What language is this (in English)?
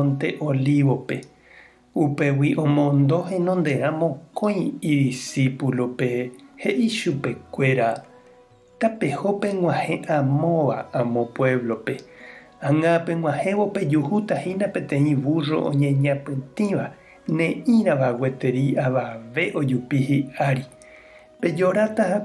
Guarani